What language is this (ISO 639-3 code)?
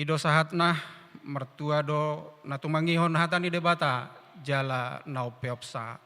bbc